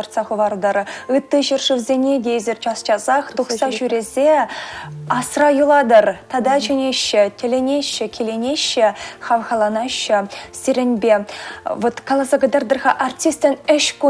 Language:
Chuvash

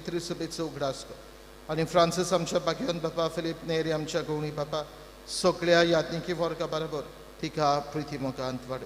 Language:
Konkani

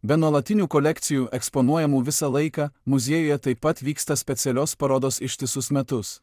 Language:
Lithuanian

